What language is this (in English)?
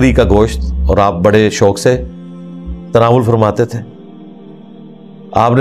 Urdu